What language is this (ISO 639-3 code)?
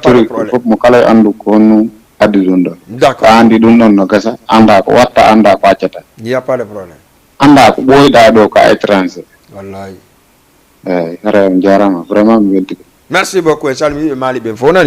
ful